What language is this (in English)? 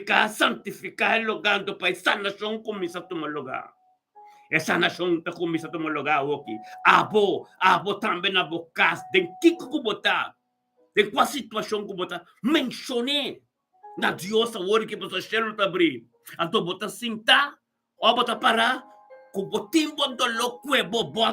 Papiamento